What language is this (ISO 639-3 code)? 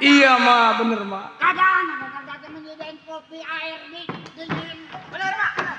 bew